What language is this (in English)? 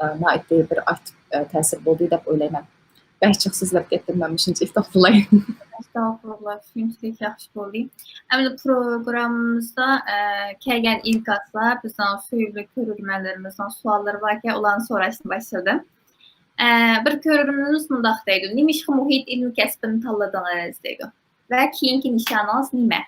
Uyghur